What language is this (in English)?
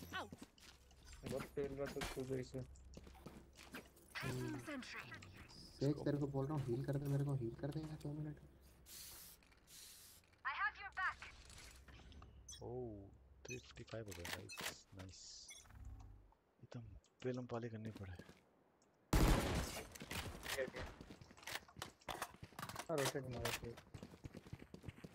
Hindi